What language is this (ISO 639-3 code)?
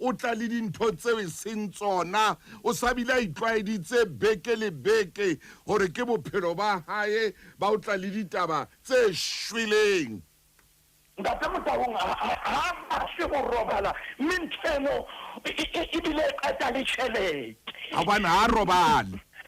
sot